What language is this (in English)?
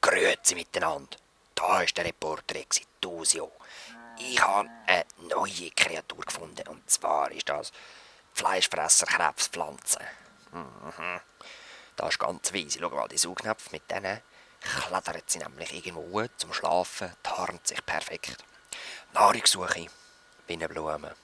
Swiss German